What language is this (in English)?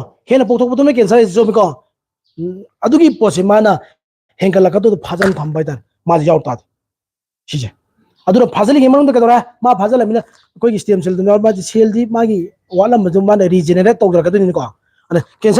Manipuri